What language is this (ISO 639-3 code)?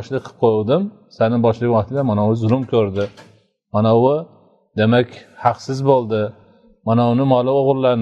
uzb